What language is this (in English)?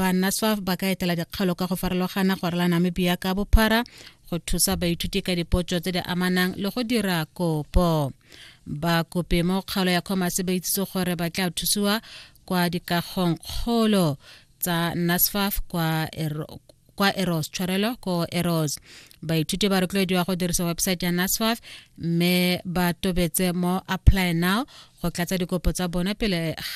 Tswana